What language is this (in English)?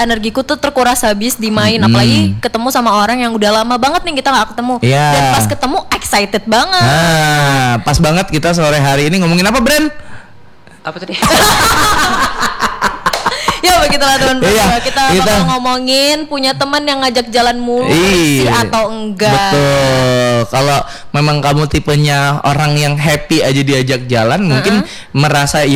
Indonesian